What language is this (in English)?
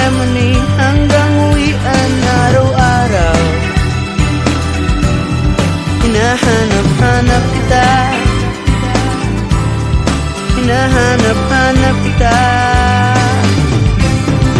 Filipino